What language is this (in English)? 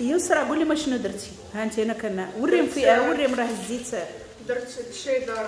Moroccan Arabic